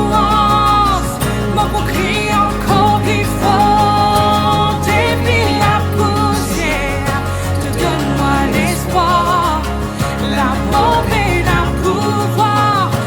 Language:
Morisyen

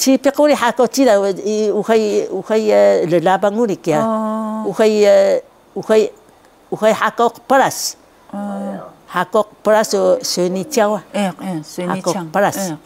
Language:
Taroko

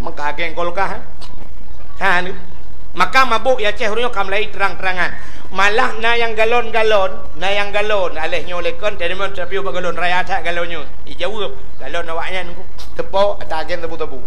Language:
Achinese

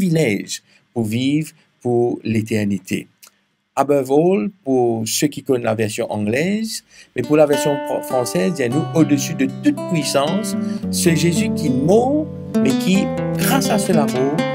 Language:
Morisyen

